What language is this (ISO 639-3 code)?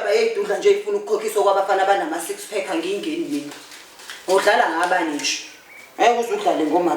zul